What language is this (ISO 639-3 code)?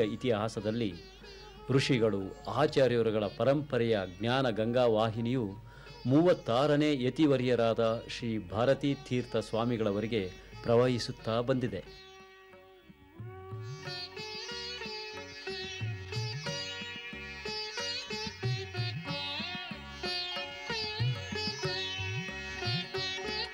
kan